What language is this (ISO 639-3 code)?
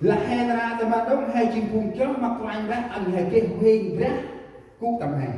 cmo